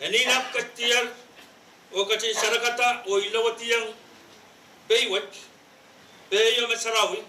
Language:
Pohnpeian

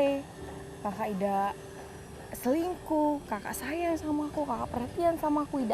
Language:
Musi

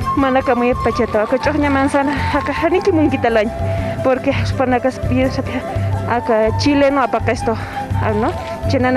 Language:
Aymara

